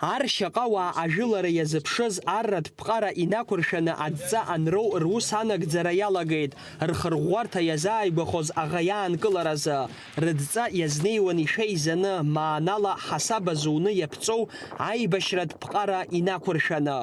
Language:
Abkhazian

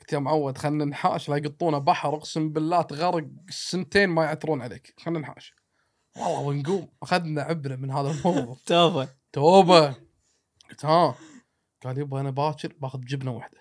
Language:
Gulf Arabic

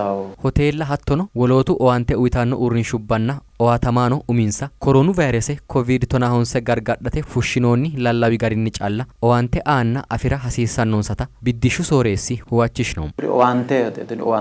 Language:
Sidamo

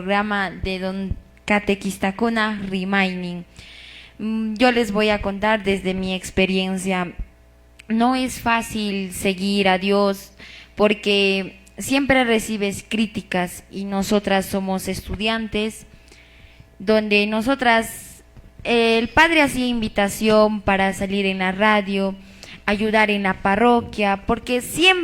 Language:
Quechua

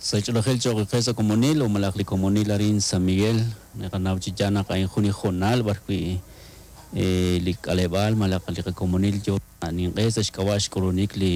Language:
Kekchí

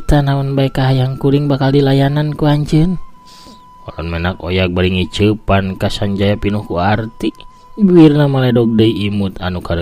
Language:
Sundanese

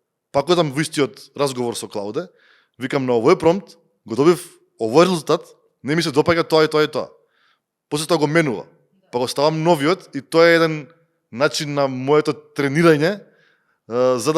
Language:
Macedonian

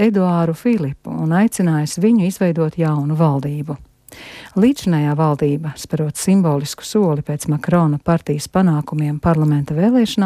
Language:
Latvian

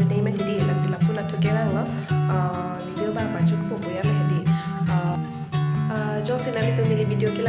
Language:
Karbi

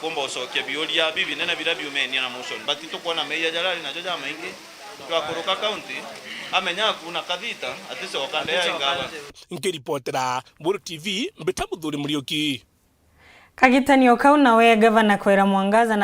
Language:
Meru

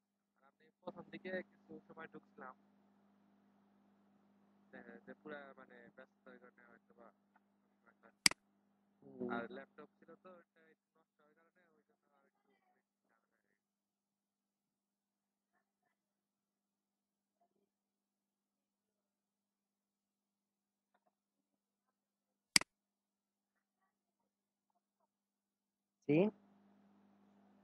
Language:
Bangla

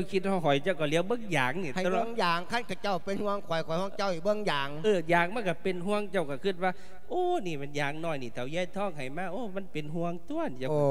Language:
Lao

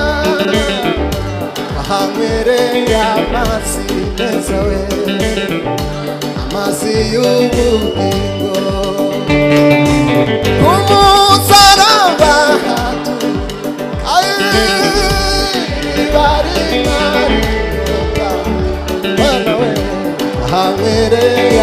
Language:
Kinyarwanda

